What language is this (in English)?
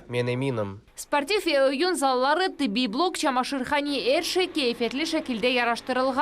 Crimean Tatar